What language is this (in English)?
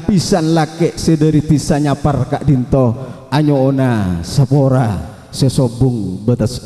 Madurese